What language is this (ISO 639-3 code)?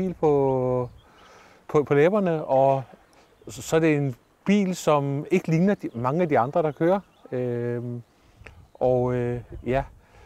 dan